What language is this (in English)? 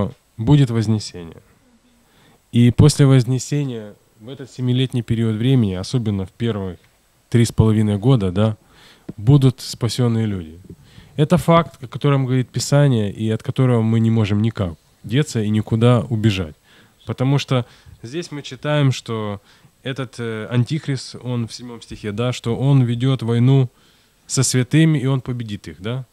Russian